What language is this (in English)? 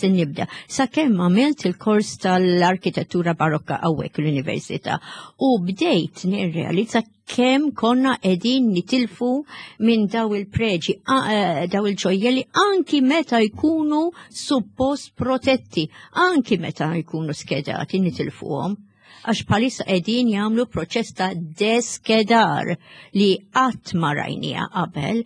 Maltese